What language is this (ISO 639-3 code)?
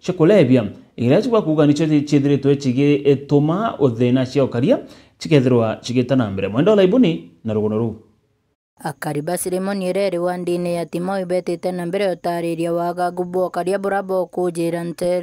mer